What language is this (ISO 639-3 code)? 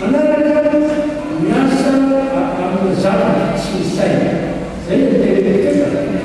mlg